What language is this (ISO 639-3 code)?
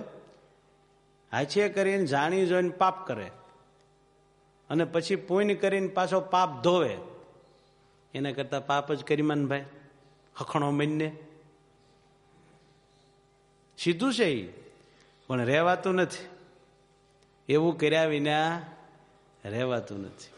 guj